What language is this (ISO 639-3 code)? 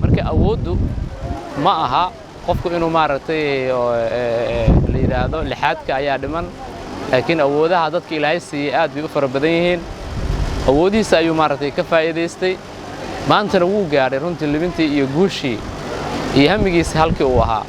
som